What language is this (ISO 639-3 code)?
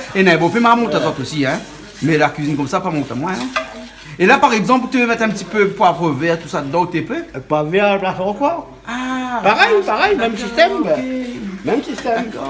rcf